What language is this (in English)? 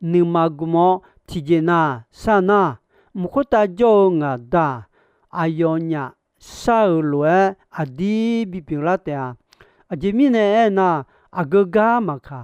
Akha